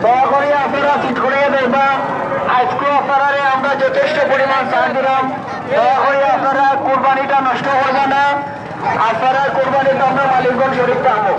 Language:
Sylheti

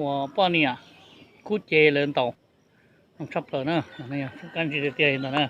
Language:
Hmong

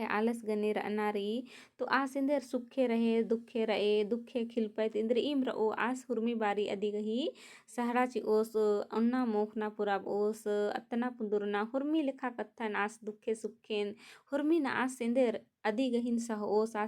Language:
Kurukh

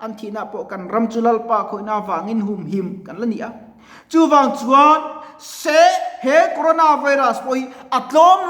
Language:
Mizo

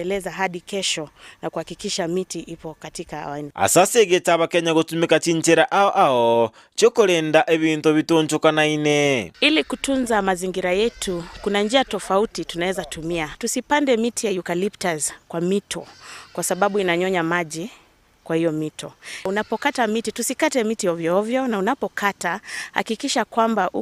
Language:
Gusii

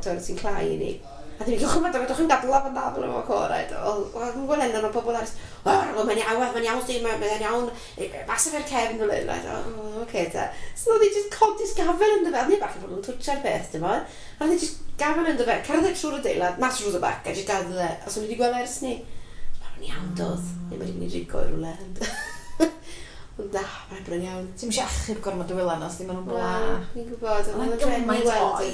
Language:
Welsh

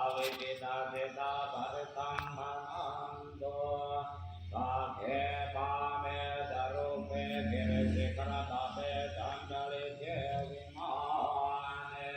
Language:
Pali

